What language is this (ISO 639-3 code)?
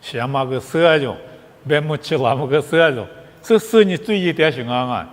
lis